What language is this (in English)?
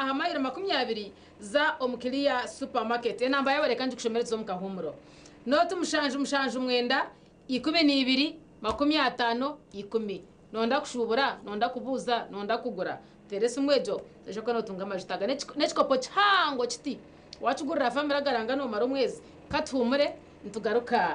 Nyankole